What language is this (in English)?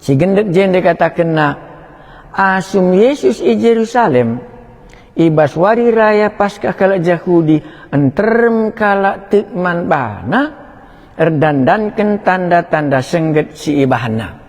Batak Karo